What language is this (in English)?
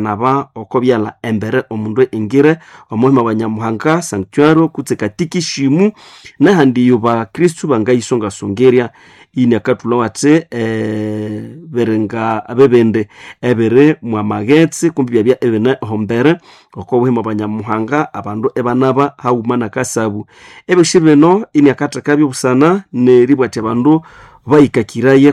Nande